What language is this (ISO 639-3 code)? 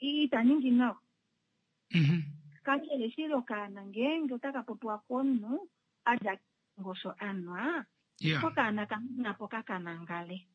kua